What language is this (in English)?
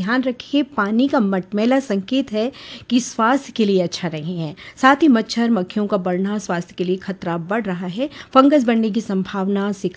Hindi